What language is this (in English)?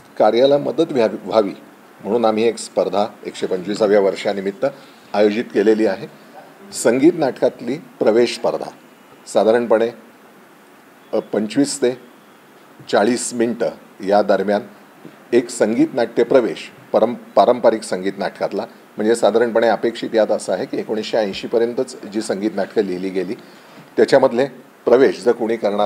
Marathi